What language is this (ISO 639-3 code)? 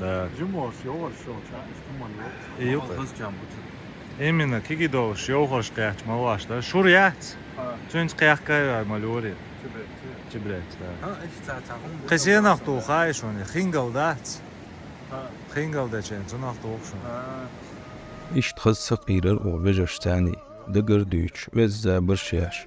che